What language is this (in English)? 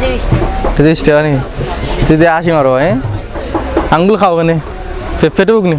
Sylheti